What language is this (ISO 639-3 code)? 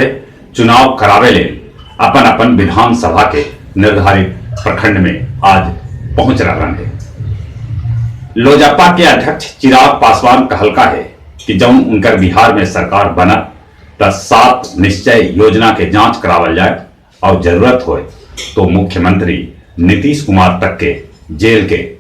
mag